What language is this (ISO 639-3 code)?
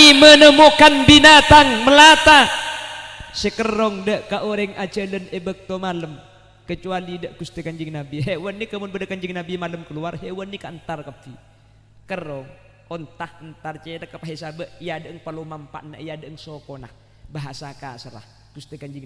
mad